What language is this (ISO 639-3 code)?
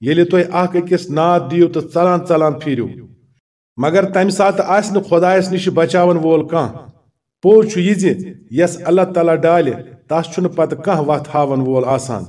kas